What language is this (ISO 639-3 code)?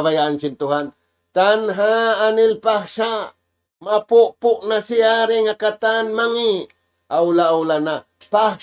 tsg